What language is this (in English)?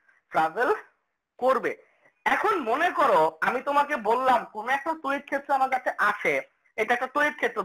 Bangla